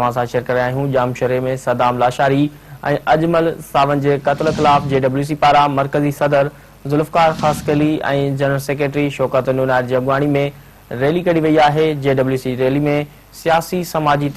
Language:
Sindhi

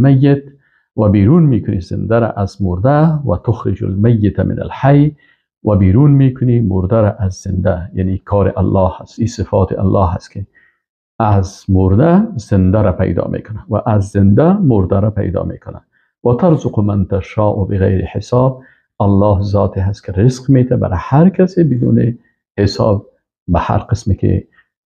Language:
Persian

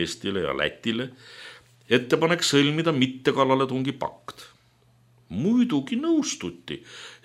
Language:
Estonian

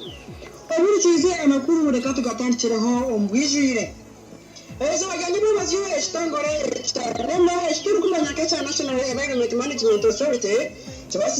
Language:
Nyankole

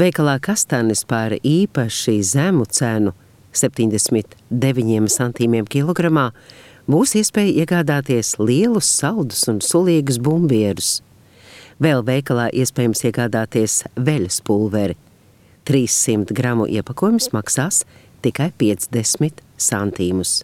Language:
Latvian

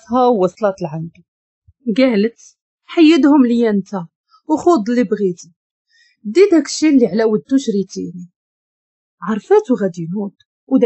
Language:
Moroccan Arabic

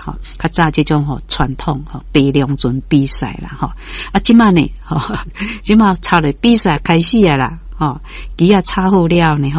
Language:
Min Nan Chinese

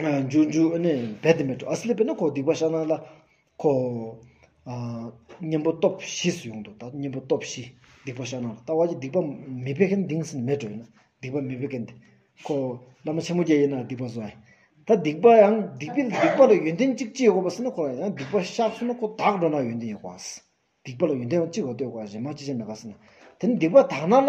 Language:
Stod Bhoti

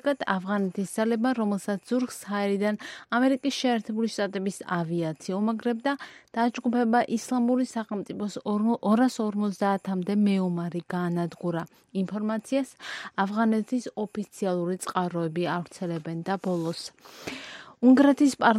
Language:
Georgian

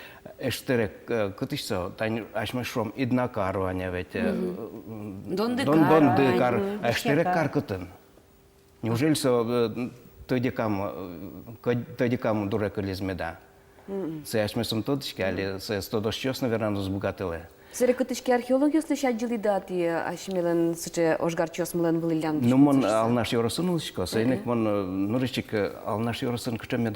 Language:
Udmurt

